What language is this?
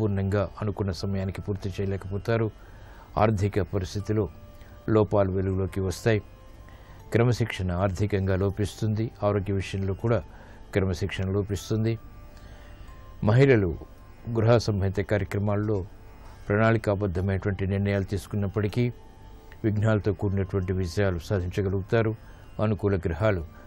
Telugu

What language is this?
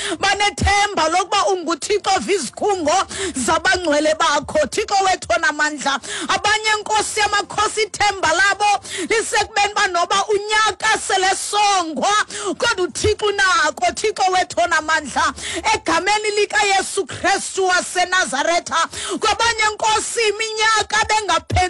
Xhosa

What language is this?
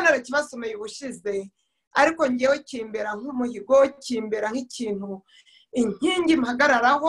Kinyarwanda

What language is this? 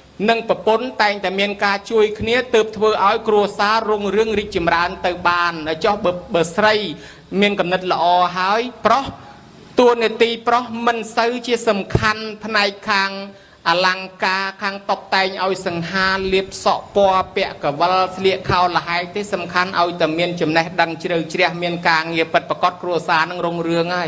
Khmer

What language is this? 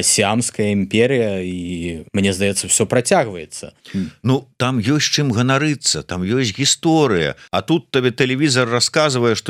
Belarusian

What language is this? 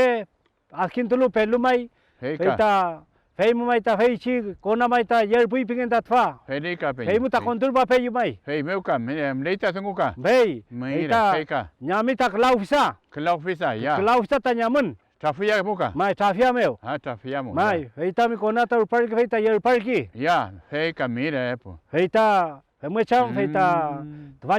Mapuche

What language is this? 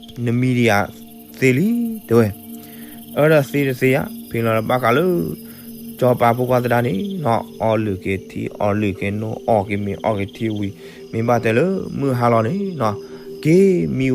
S'gaw Karen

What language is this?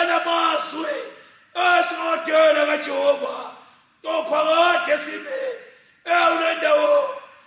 Zulu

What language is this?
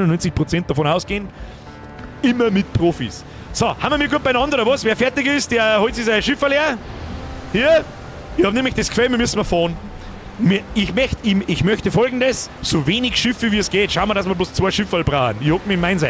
Bavarian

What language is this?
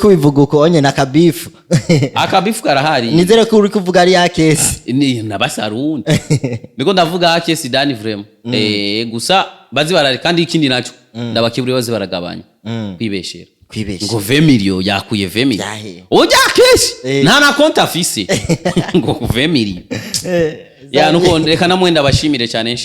Rundi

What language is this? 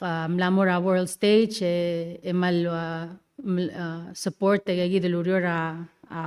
Palauan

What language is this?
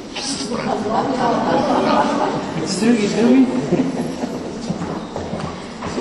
Bulgarian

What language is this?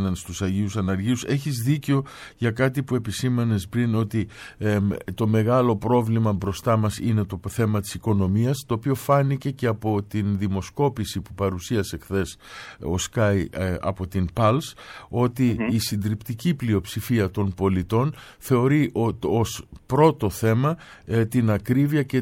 Greek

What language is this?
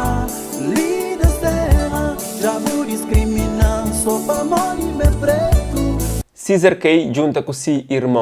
Kabuverdianu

